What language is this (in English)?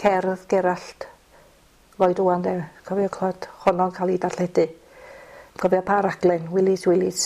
Welsh